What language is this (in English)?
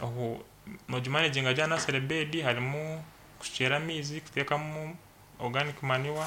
Nyankole